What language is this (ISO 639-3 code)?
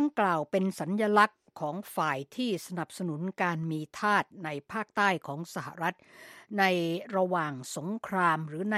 tha